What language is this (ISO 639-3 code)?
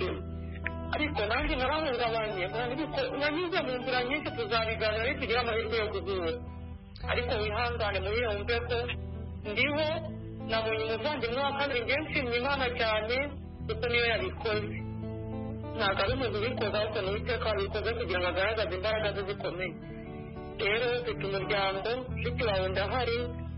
kin